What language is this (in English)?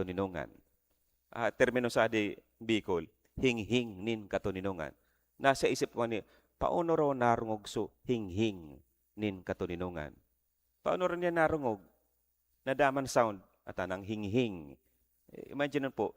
Bikol